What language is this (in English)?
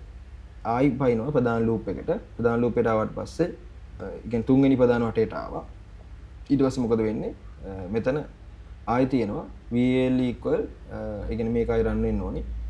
Sinhala